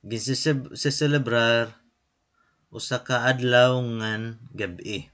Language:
Waray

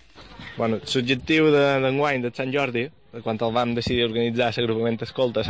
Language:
Catalan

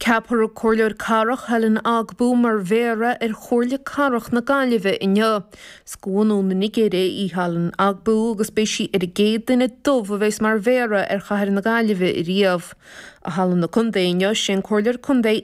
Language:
Irish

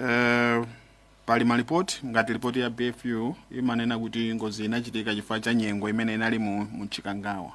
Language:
Nyanja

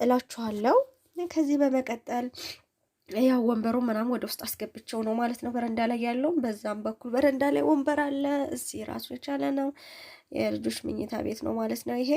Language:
Amharic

